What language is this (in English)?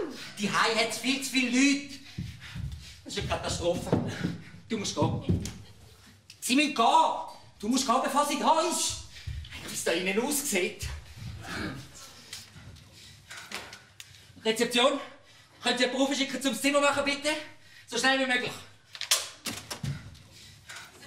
German